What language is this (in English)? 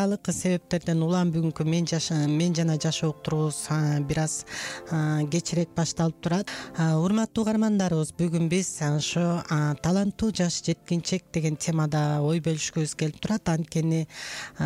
Kyrgyz